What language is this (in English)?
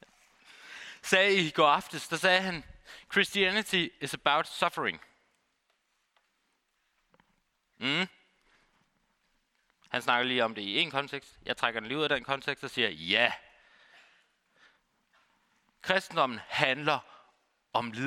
Danish